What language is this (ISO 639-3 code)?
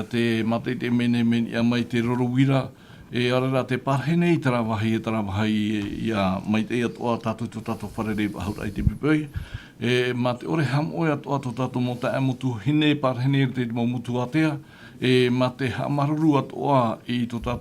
tah